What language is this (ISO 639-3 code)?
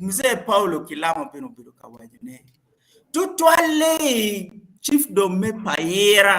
ach